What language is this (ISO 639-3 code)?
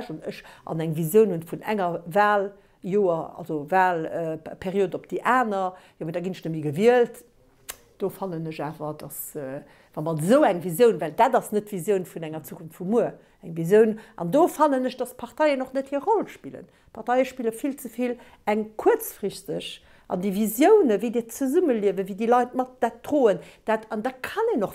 ltz